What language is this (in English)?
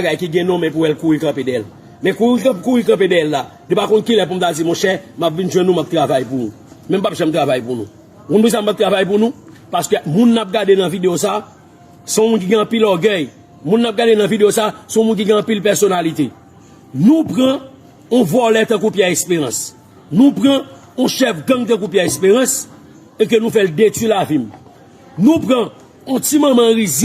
Haitian Creole